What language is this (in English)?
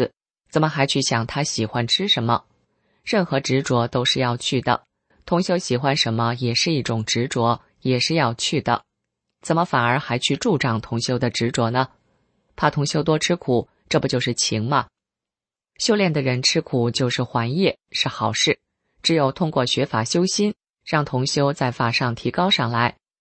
Chinese